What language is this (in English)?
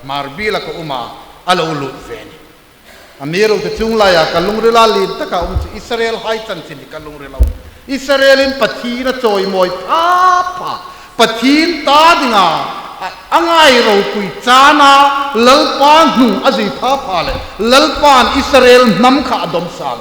Hmar